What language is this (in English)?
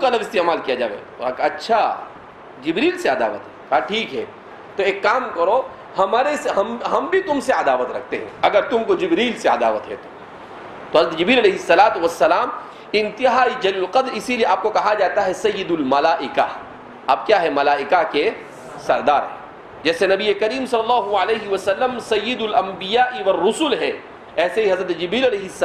Urdu